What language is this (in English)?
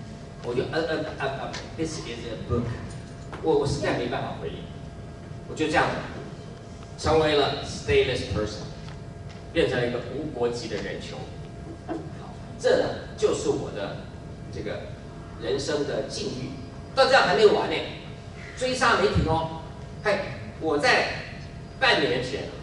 Chinese